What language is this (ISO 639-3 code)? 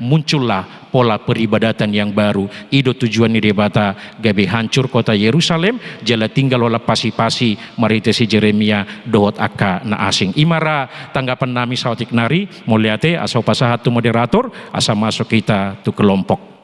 bbc